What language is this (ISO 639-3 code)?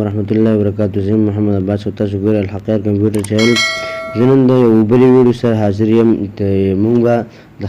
pus